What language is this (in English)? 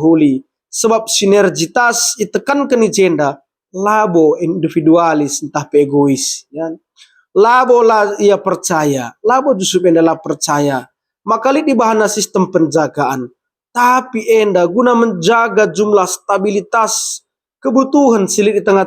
Batak Karo